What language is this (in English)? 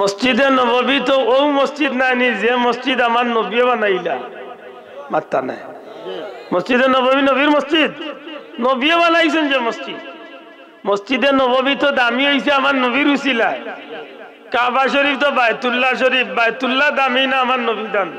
Sylheti